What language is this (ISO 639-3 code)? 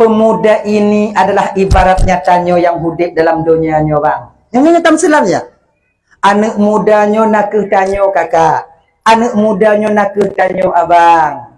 ace